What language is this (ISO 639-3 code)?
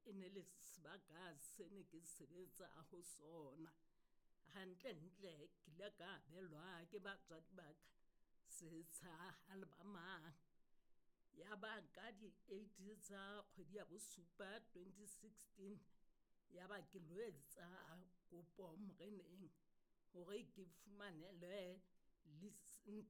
sot